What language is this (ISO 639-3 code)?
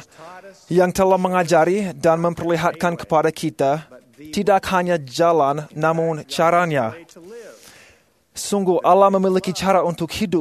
ind